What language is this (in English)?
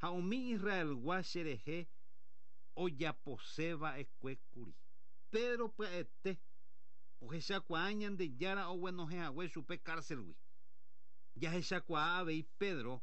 Guarani